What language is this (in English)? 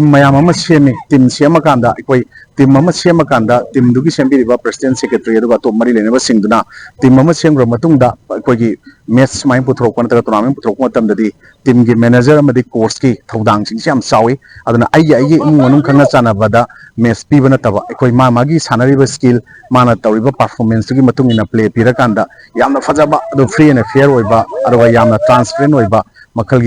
Manipuri